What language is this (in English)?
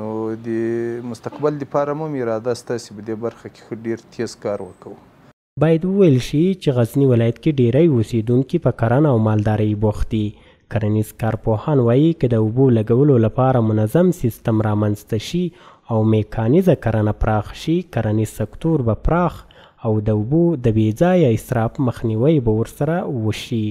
Pashto